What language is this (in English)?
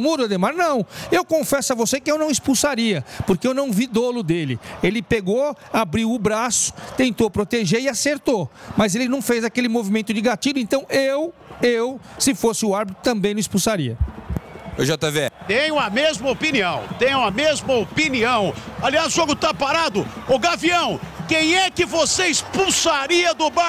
Portuguese